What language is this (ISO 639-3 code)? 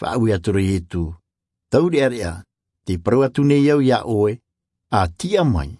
tah